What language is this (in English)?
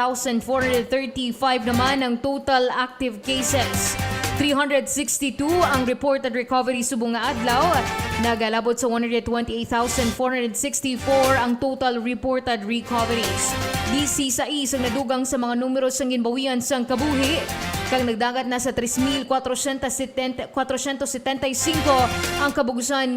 Hiligaynon